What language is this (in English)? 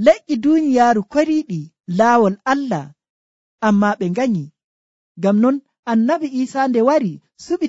Nigerian Fulfulde